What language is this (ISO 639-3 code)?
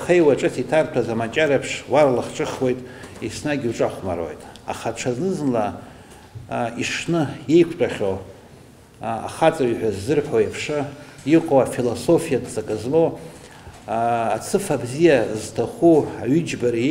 abk